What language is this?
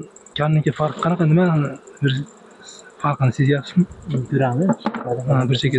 Uzbek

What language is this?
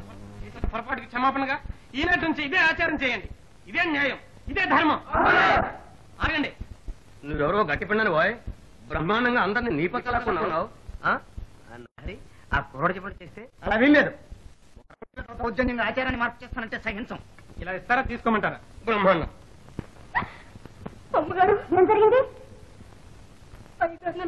Telugu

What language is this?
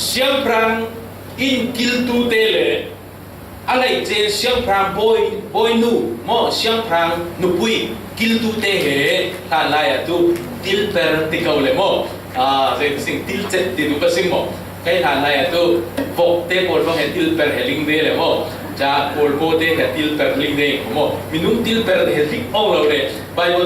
Falam Chin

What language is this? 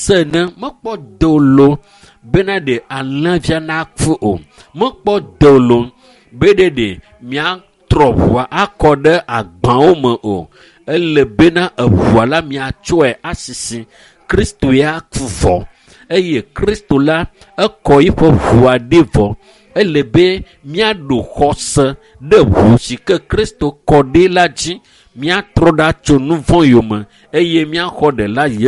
Ewe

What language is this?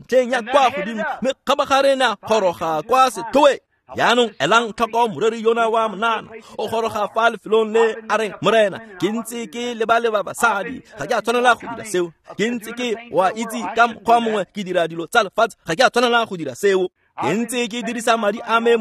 Tswana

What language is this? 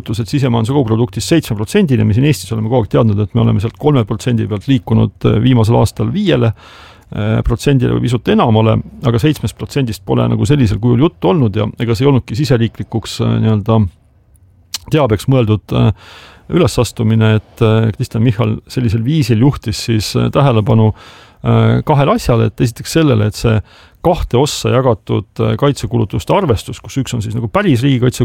Estonian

